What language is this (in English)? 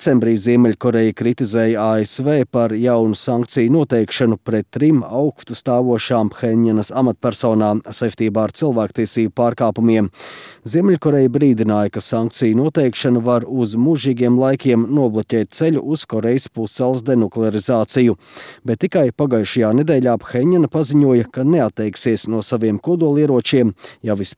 Latvian